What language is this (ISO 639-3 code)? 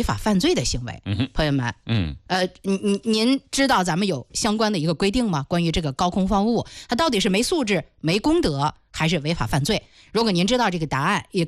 zho